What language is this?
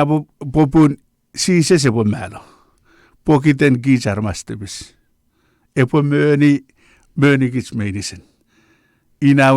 Chuukese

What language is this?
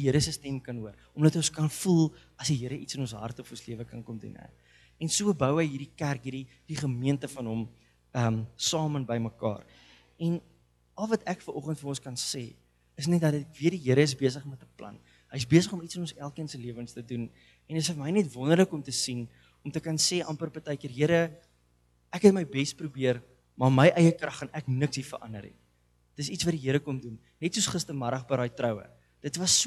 Afrikaans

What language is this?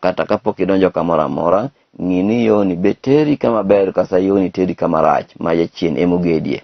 Luo (Kenya and Tanzania)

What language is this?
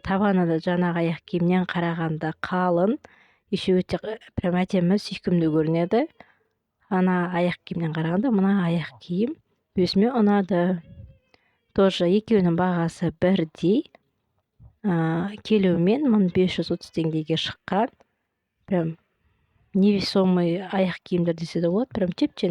Kazakh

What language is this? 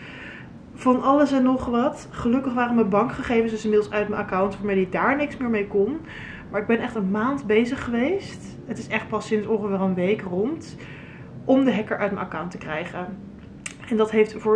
Dutch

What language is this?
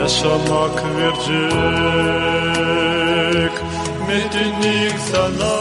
Gagauz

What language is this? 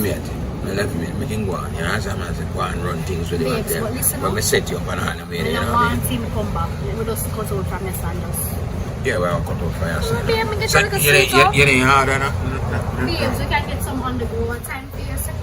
Jamaican Creole English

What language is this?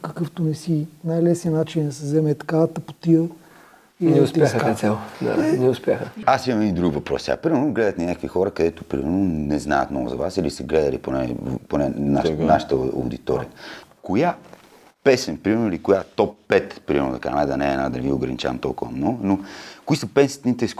Bulgarian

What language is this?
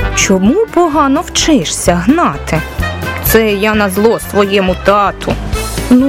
Ukrainian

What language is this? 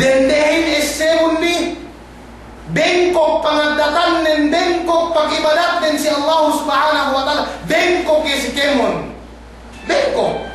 Yakan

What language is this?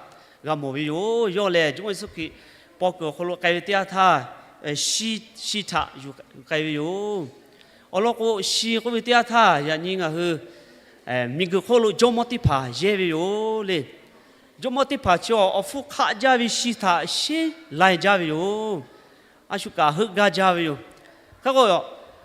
Lahu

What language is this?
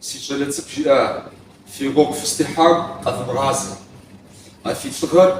Kabardian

